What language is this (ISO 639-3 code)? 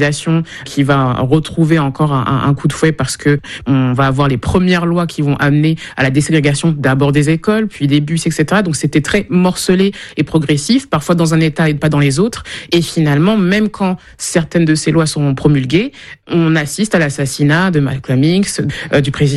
fra